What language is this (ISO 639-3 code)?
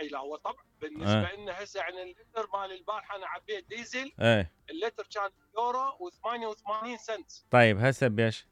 acm